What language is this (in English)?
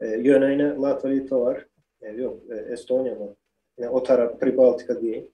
Turkmen